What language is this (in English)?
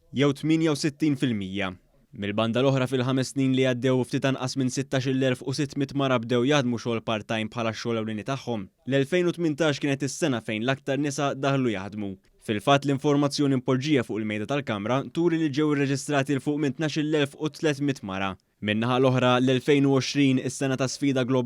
Maltese